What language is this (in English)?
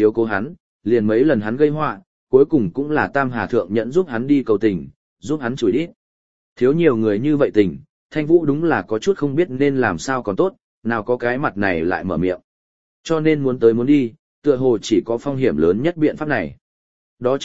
Vietnamese